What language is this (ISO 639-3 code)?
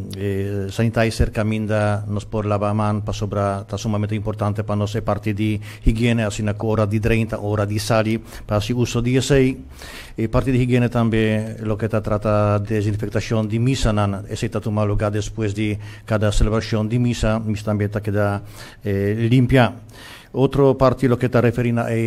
pap